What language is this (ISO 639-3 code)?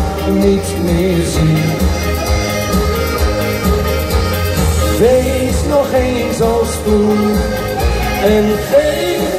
nld